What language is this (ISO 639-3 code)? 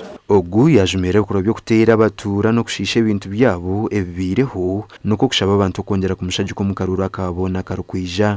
nyn